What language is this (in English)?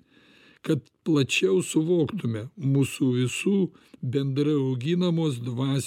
Lithuanian